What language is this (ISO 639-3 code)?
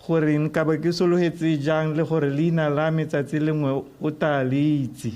tsn